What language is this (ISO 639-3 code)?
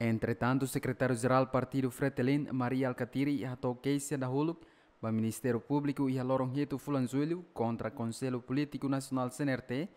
tet